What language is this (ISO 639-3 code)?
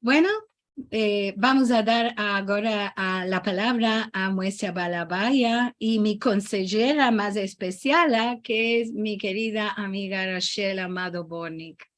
lad